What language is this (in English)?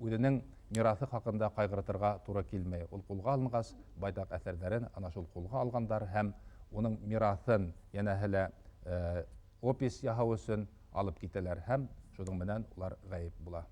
Bashkir